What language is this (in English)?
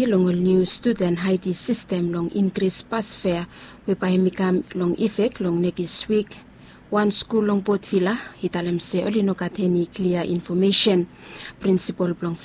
Bislama